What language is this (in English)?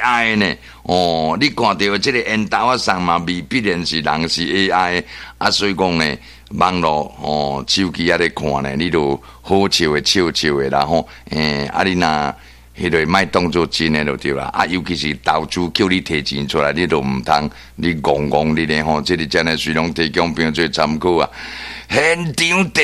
Min Nan Chinese